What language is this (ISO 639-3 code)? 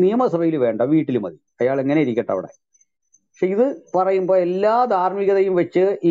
mal